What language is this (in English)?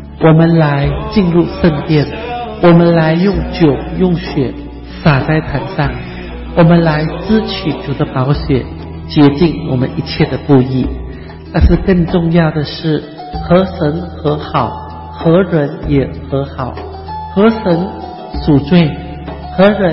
Chinese